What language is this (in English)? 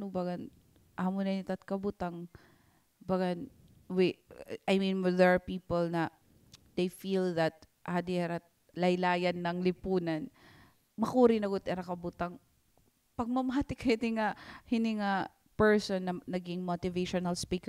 Waray